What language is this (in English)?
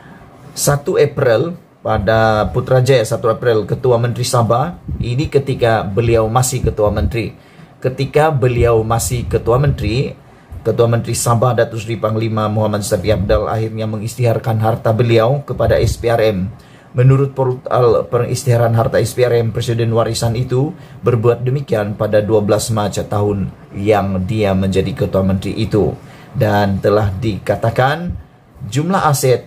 Malay